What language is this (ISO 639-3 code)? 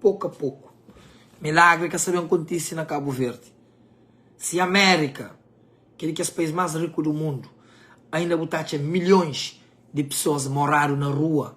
kea